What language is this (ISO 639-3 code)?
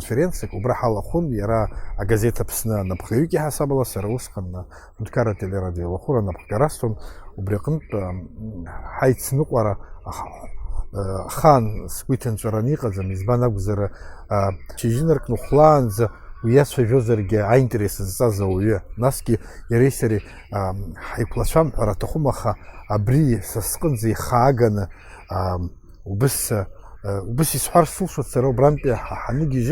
abk